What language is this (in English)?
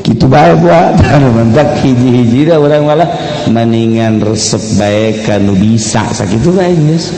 Sundanese